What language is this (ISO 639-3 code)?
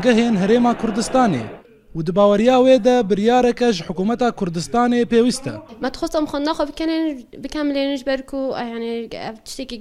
kur